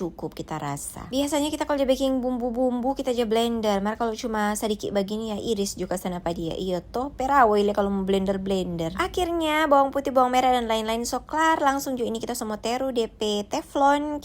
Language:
Manado Malay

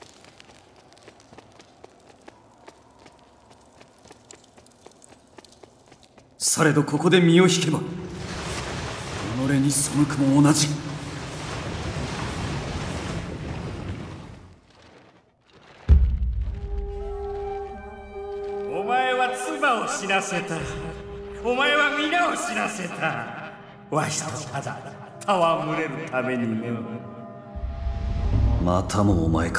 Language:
Japanese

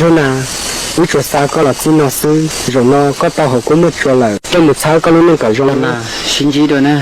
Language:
Hmong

